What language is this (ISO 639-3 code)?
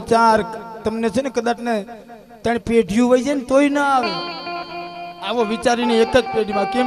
guj